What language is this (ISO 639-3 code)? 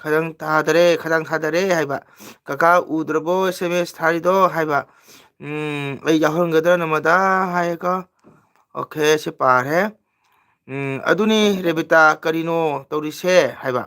mni